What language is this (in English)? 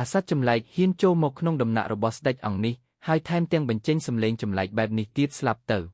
Khmer